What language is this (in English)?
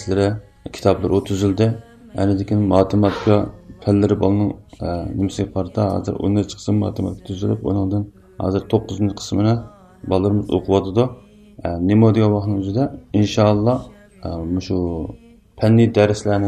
Uyghur